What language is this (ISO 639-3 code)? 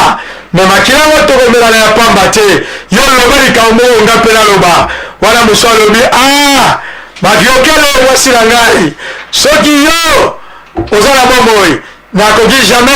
lin